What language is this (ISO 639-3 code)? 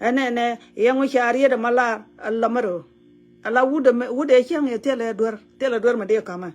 nus